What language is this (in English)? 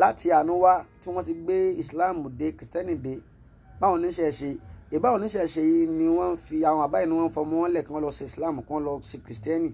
Yoruba